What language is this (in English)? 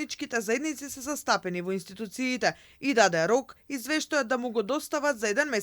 Macedonian